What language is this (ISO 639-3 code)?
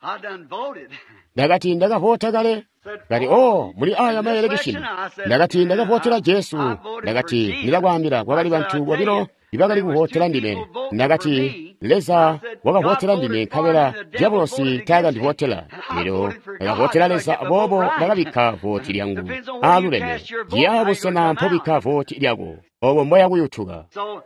toi